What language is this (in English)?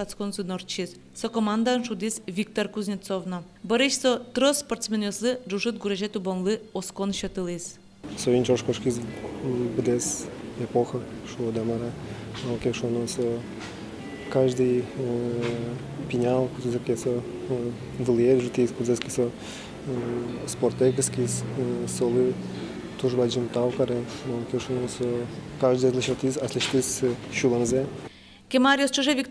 Udmurt